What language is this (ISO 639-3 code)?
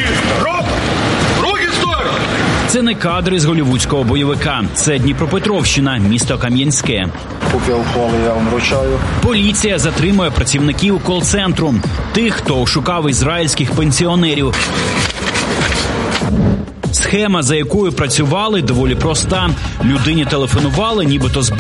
ukr